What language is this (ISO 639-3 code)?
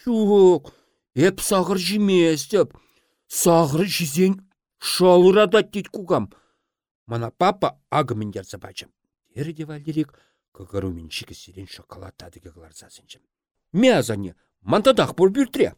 chv